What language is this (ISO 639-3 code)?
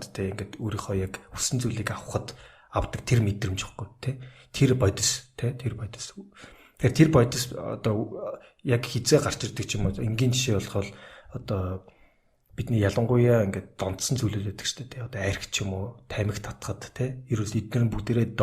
mon